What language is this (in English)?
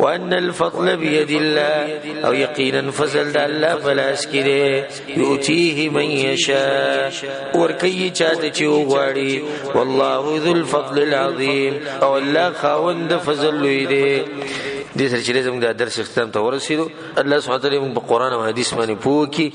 Pashto